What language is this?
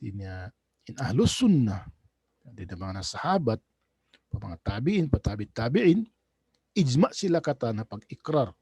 Tausug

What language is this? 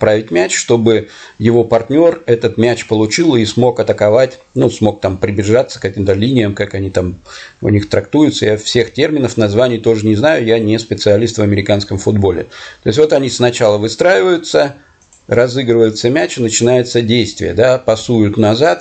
Russian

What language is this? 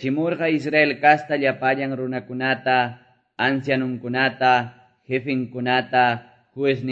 Quechua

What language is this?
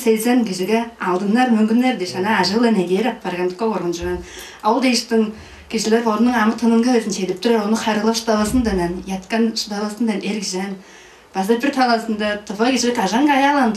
Tuvinian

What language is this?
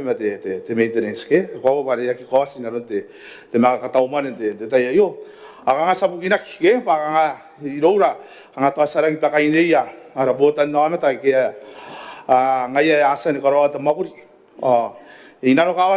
Gilbertese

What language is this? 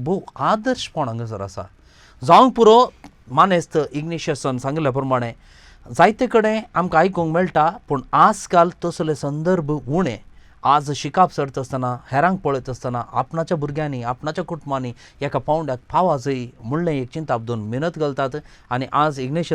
Konkani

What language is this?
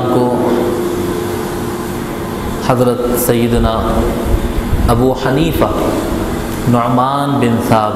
Urdu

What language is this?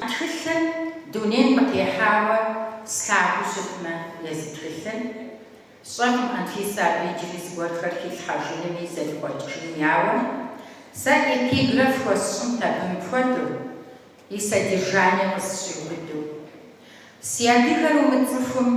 Kabardian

